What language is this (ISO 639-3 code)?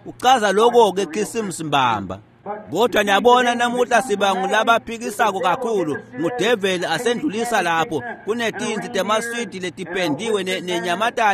ssw